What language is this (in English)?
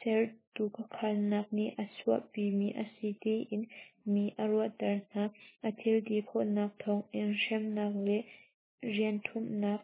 Hakha Chin